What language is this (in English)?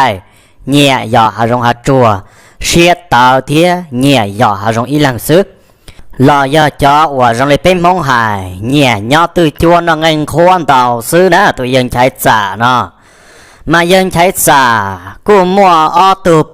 Hmong